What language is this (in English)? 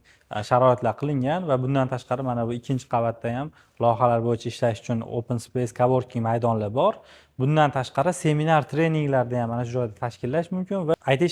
Uzbek